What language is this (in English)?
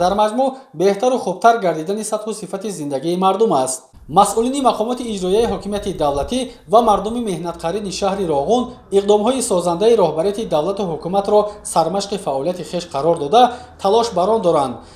Tajik